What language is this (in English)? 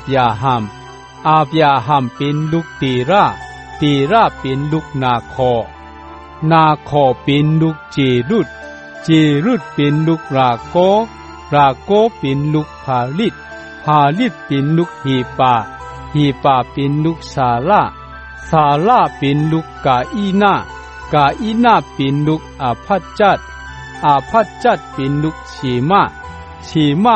Shan